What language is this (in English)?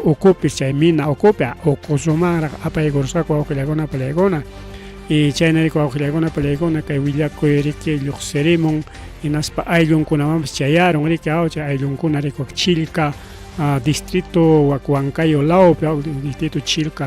Ayacucho Quechua